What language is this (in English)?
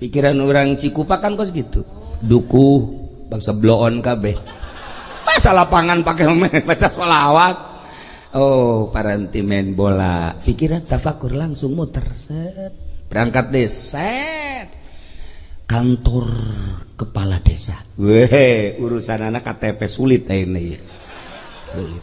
Sundanese